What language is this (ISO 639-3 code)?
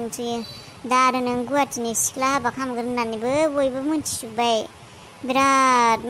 brx